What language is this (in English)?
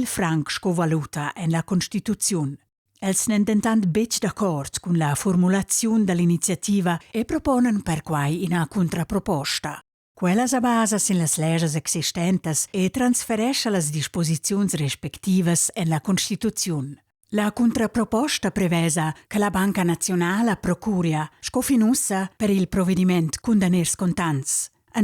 Romansh